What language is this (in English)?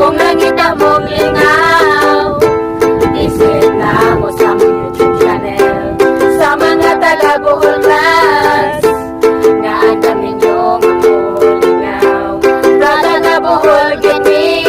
Cebuano